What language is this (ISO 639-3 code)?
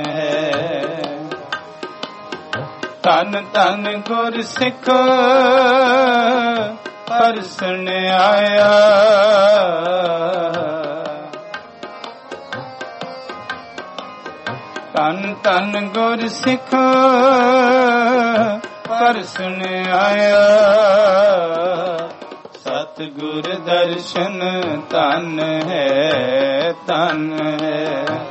pan